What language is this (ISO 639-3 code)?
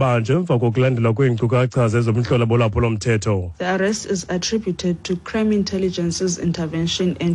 xho